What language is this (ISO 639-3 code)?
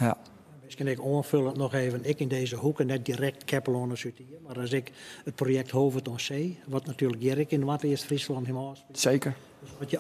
fry